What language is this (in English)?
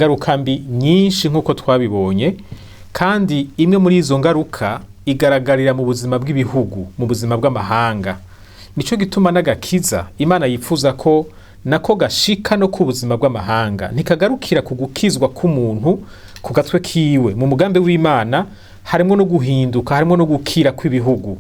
Rundi